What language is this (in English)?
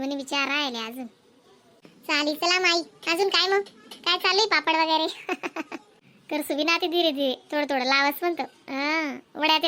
Khandesi